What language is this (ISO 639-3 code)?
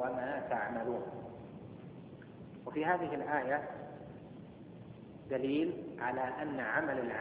ara